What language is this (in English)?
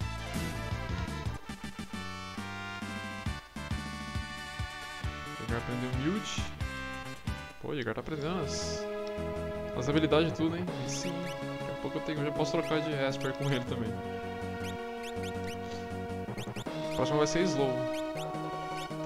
Portuguese